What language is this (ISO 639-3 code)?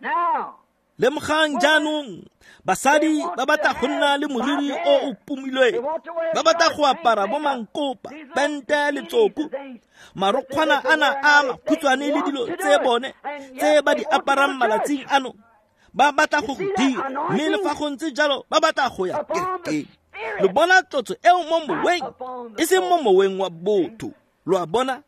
tsn